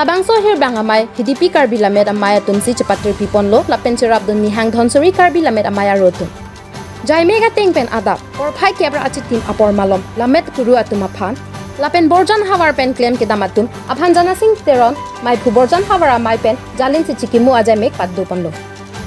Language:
Karbi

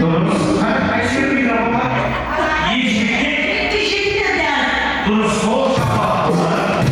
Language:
Kara-Kalpak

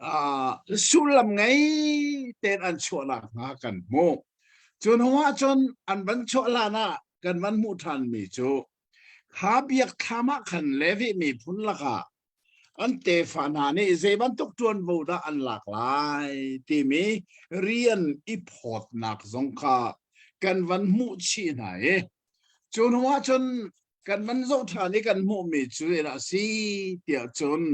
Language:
Hakha Chin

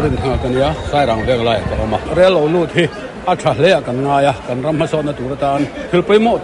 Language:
Mizo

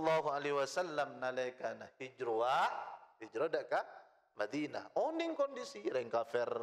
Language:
Madurese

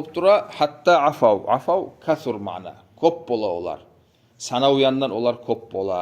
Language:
Kumyk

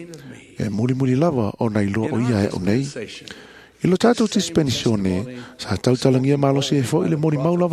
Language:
Samoan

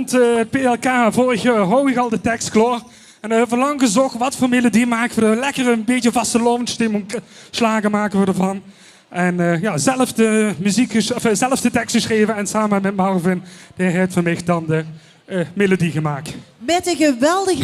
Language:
Limburgish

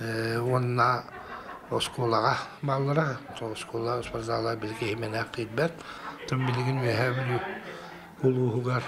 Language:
Yakut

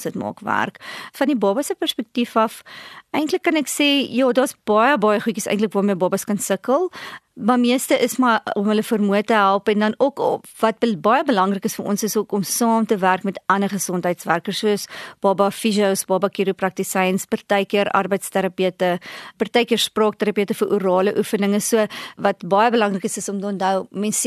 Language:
Afrikaans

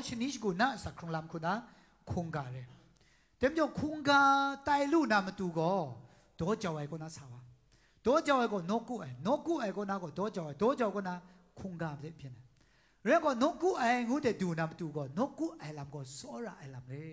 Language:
Kachin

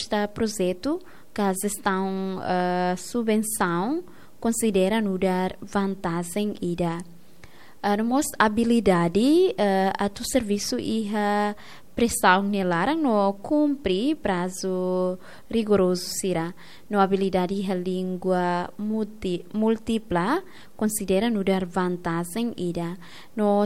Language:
Tetum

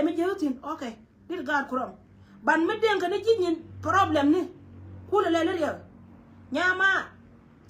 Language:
Nuer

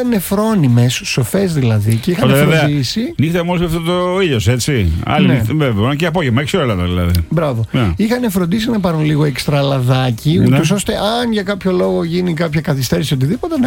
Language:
Greek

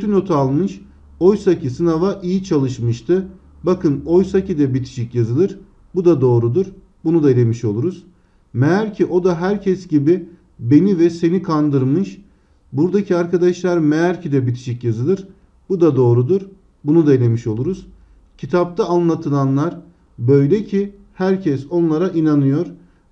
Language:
Turkish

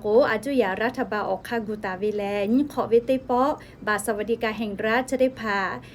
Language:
Lahu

